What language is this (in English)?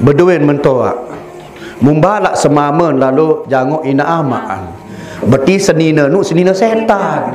Sasak